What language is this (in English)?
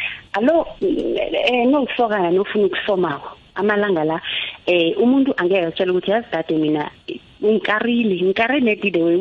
South Ndebele